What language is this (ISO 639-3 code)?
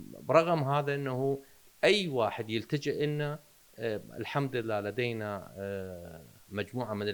acm